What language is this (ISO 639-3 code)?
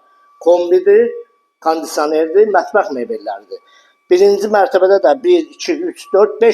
aze